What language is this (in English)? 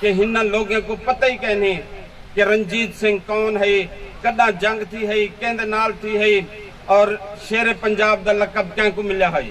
Saraiki